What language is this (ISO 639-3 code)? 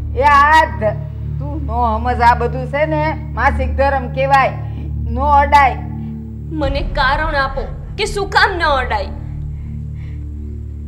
guj